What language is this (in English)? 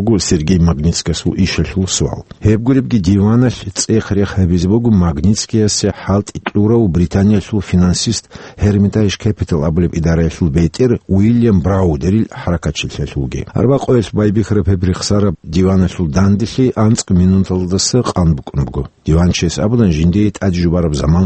Avaric